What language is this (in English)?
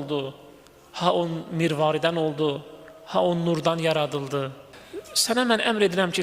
Azerbaijani